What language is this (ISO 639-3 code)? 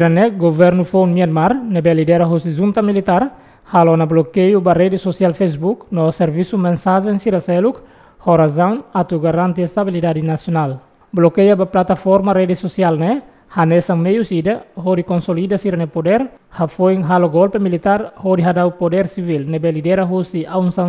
tet